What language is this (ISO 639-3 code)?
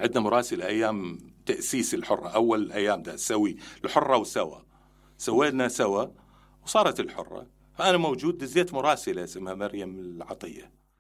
acm